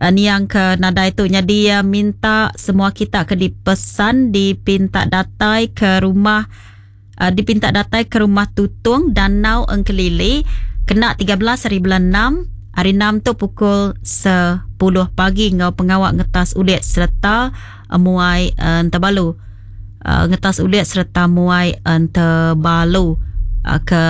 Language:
Iban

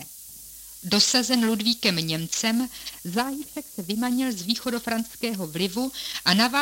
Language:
Czech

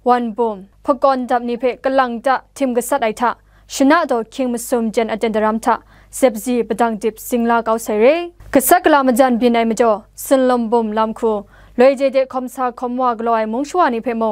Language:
Kachin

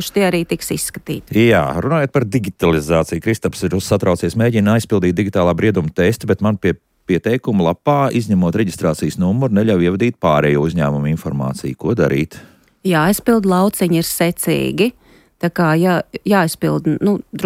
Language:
Latvian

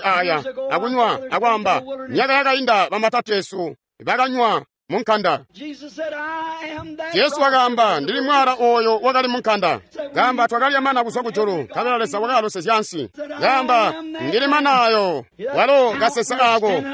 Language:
Tonga (Zambia)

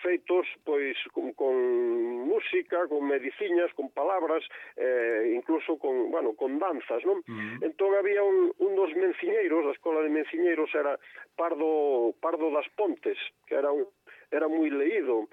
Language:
Galician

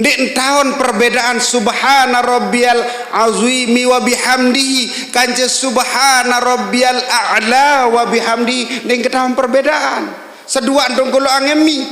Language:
Sasak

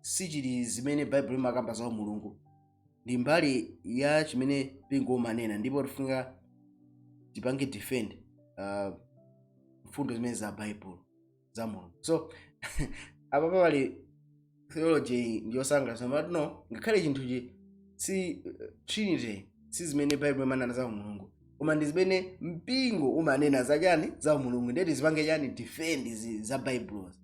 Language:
Nyanja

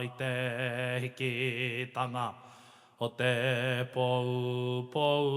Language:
Māori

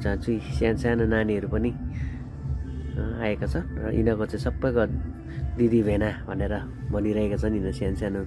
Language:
Nepali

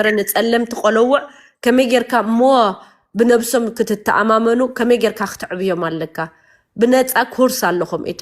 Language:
Tigrinya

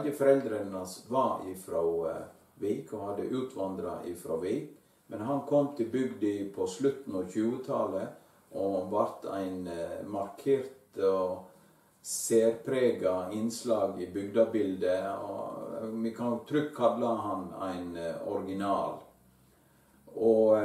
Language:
Norwegian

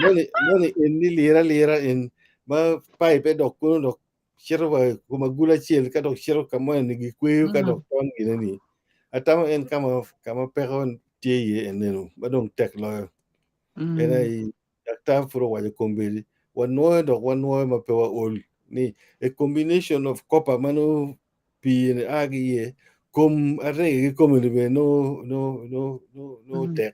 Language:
Acoli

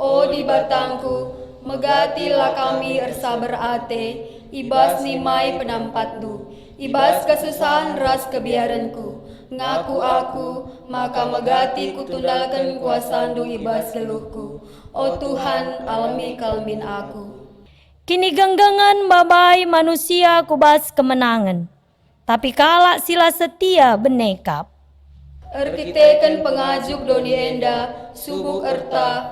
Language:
Batak Karo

